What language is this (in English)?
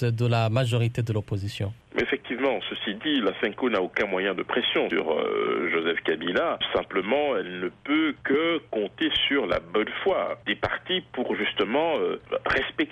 French